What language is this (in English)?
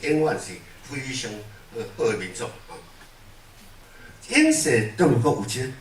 Min Nan Chinese